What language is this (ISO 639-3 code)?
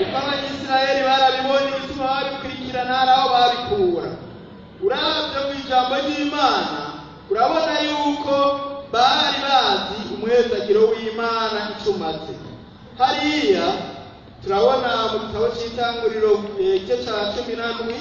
run